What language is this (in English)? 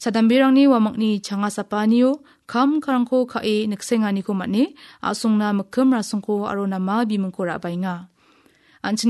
Garo